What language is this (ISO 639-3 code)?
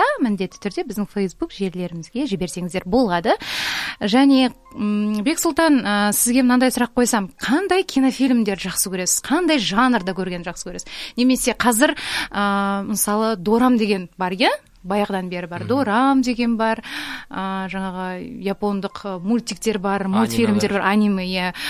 kaz